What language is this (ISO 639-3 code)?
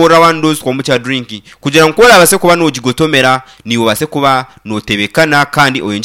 nyn